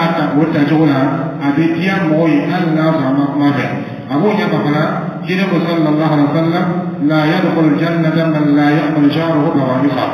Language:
Dyula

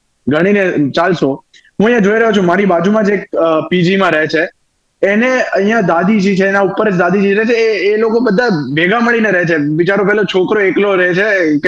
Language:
Gujarati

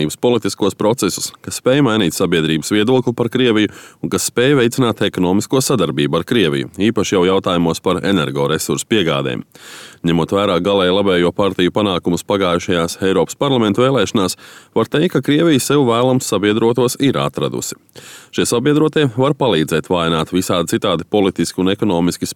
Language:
Latvian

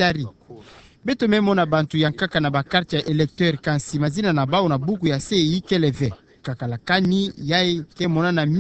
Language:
Kituba (Democratic Republic of Congo)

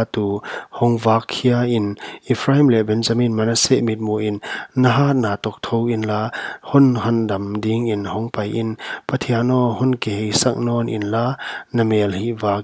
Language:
Paite Chin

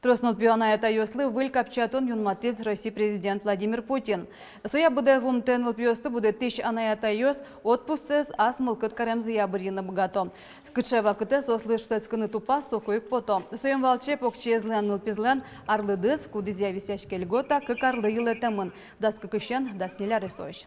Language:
Udmurt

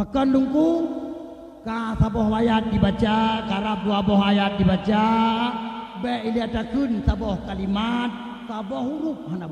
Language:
Achinese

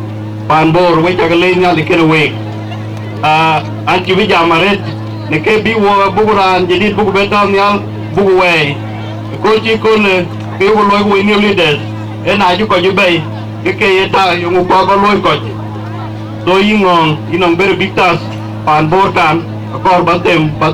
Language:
Dinka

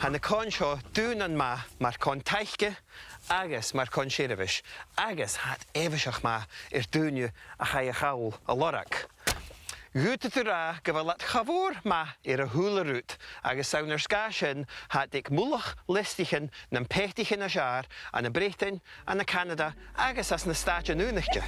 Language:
Scottish Gaelic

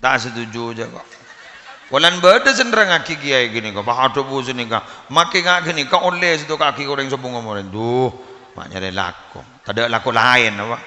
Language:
Madurese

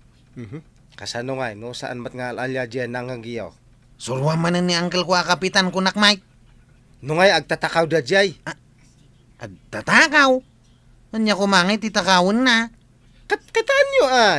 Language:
Iloko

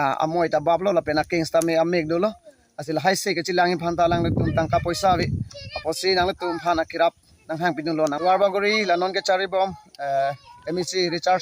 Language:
Karbi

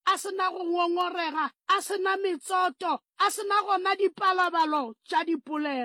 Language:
Northern Sotho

